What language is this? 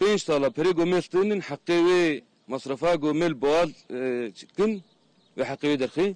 Kurdish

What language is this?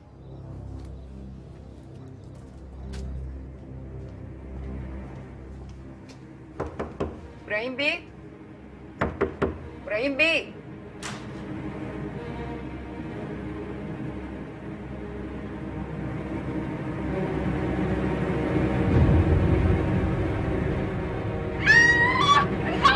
Egyptian Arabic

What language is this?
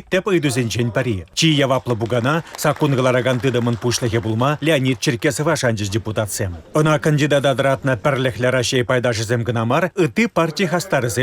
Chuvash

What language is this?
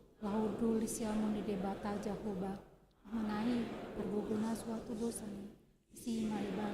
Batak Toba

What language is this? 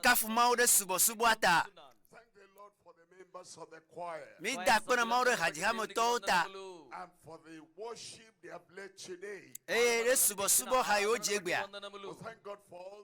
Ewe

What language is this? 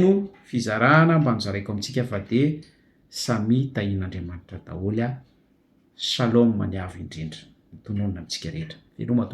Malagasy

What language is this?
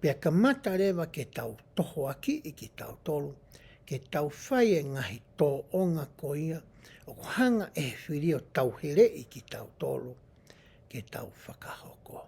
Tongan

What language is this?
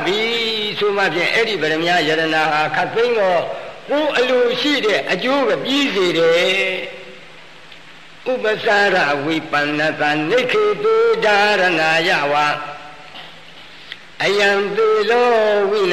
Burmese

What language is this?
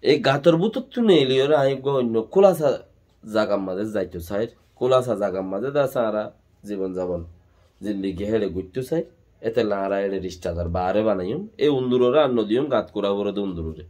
Rohingya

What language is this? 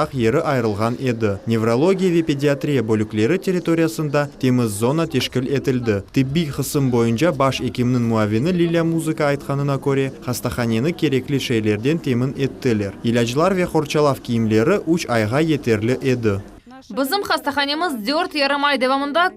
Crimean Tatar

